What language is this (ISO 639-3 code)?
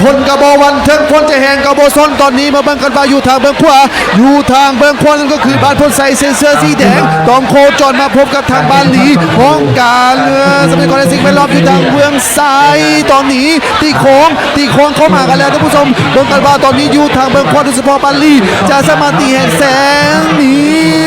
lao